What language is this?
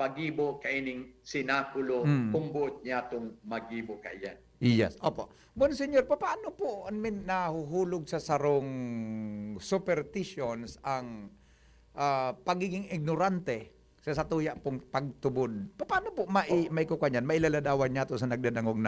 Bikol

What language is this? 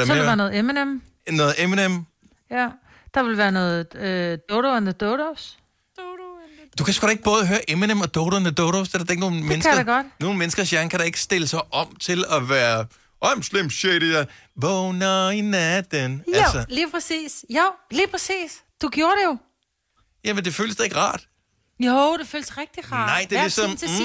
Danish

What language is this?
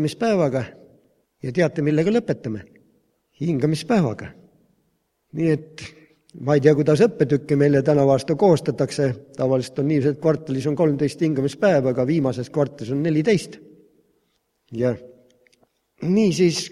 Estonian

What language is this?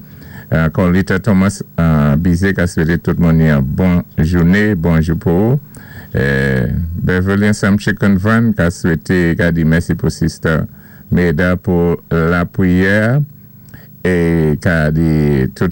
Saint Lucian Creole French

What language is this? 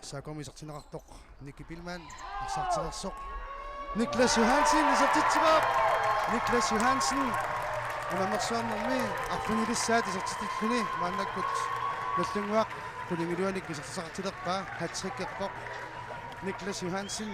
Kalaallisut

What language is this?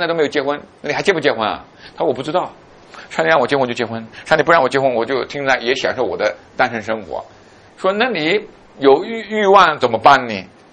Chinese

